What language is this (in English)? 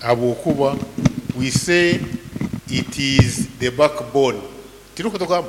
Nyankole